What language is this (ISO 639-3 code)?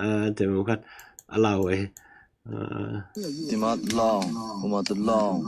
ctd